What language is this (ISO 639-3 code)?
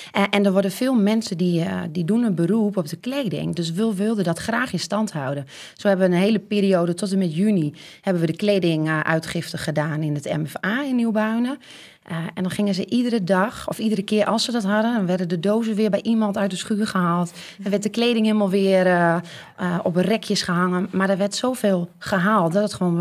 nld